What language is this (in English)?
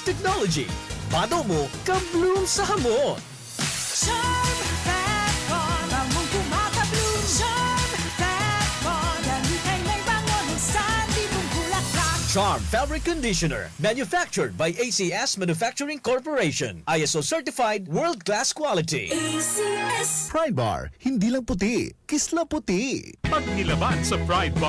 Bikol